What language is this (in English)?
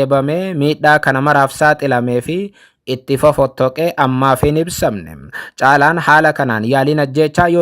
Oromo